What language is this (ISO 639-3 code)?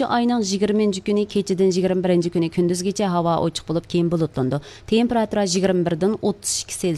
uig